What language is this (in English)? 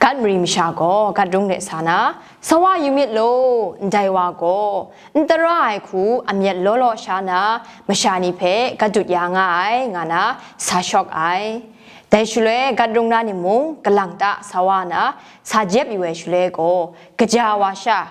Kachin